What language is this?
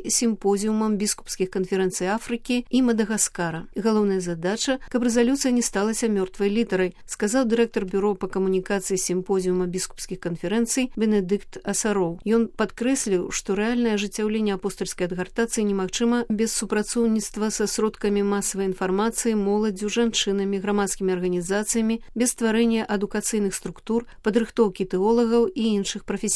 Belarusian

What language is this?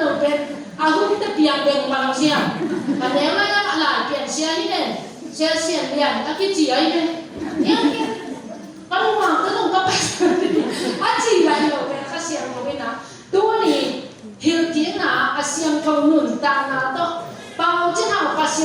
Tedim Chin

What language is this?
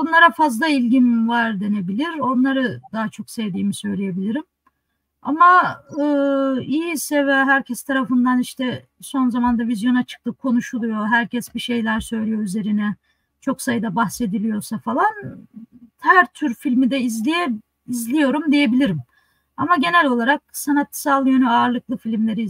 Turkish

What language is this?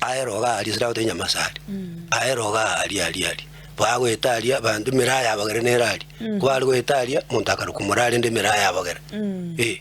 Gusii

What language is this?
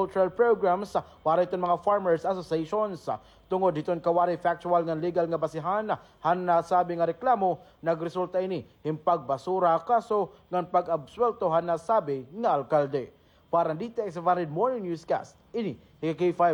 Waray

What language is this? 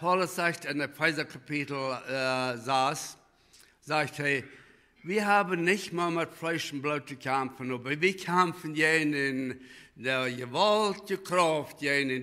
Plautdietsch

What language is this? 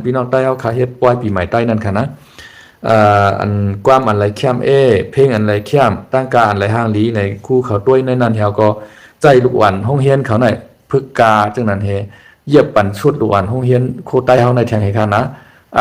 Shan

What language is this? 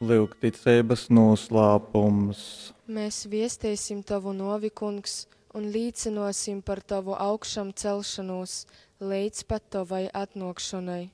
Latgalian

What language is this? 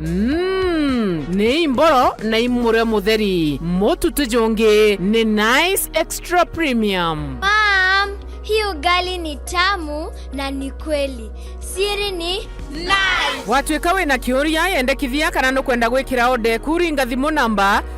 Meru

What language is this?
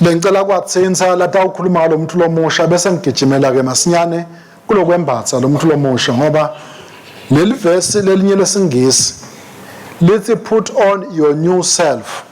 Swati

